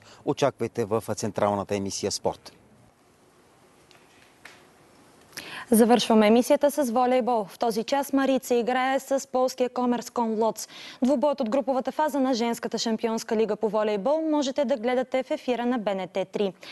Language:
Bulgarian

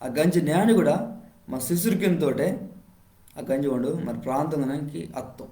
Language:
Koya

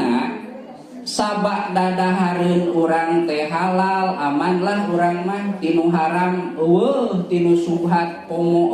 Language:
Sundanese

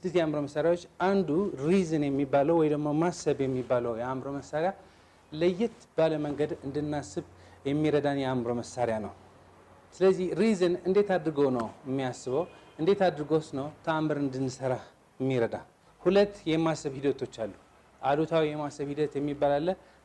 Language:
Amharic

